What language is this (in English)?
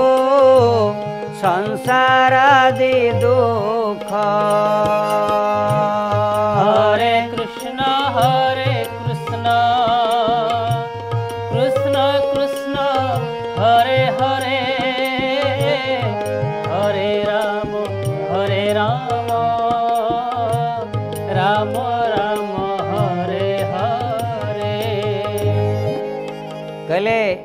Odia